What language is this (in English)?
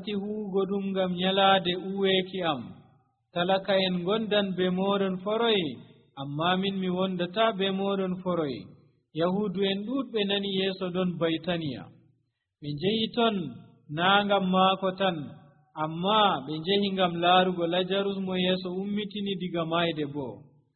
Nigerian Fulfulde